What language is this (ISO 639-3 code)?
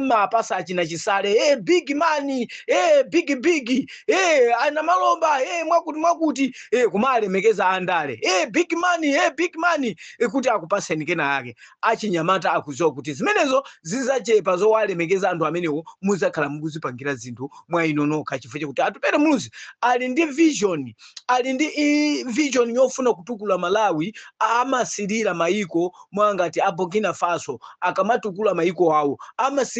nya